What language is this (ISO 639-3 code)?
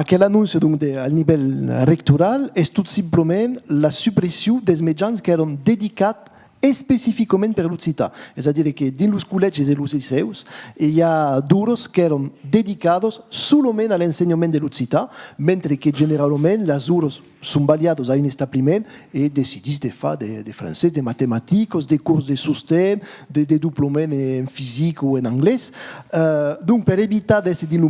oci